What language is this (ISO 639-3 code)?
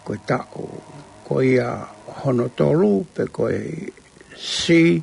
ton